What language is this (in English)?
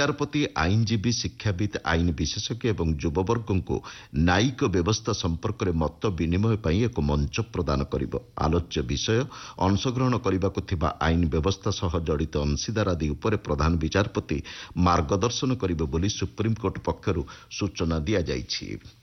Odia